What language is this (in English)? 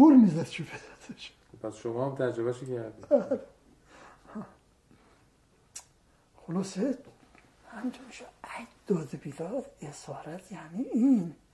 Persian